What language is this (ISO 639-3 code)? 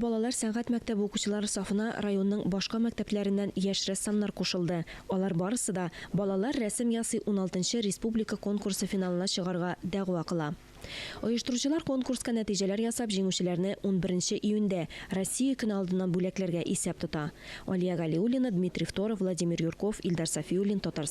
tat